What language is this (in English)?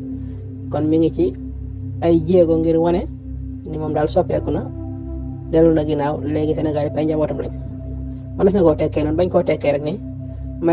Wolof